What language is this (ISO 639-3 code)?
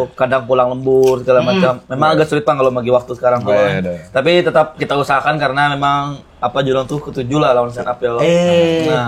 bjn